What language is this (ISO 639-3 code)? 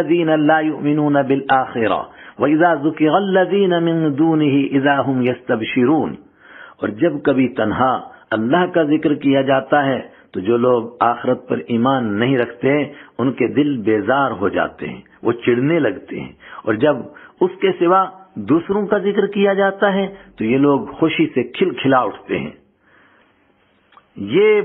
urd